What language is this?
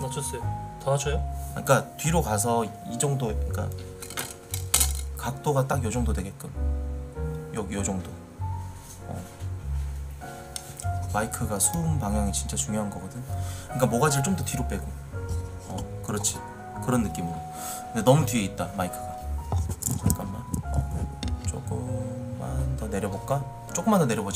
Korean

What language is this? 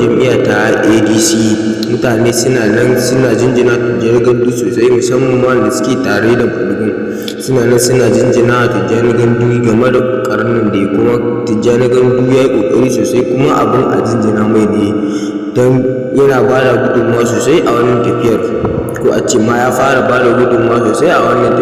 Hausa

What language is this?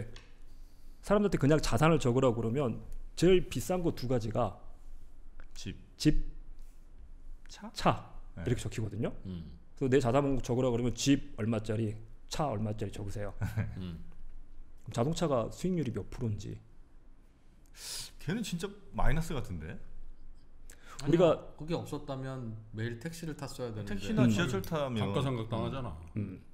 Korean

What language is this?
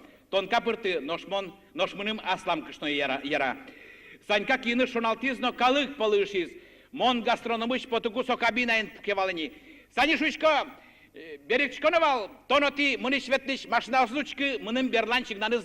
Udmurt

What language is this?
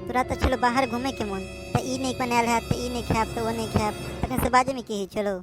Maithili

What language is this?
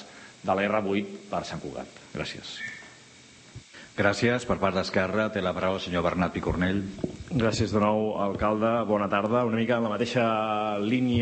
Catalan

